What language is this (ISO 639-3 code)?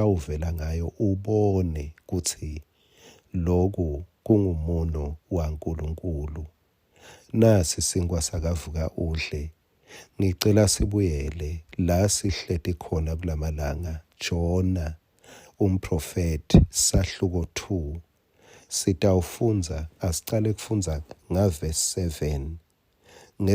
ssw